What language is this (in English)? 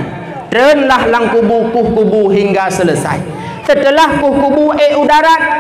Achinese